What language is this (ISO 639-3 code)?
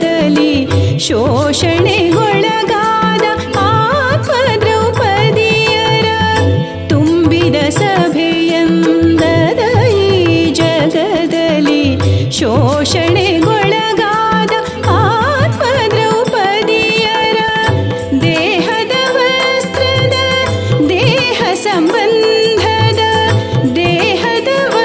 kan